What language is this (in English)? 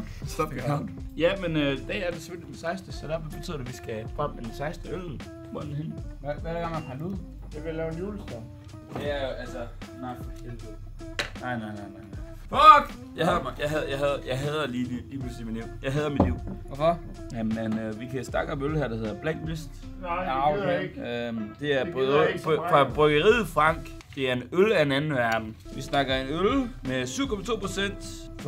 Danish